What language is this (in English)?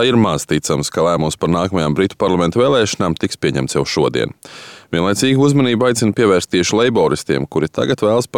Latvian